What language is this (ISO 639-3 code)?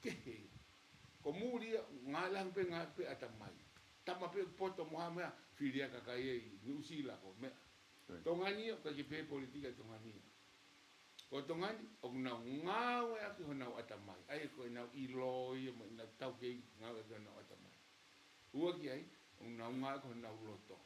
ton